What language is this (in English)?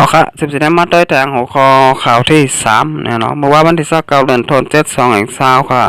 Shan